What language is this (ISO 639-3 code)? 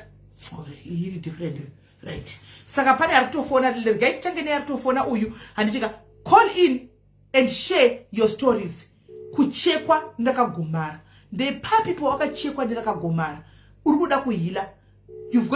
sna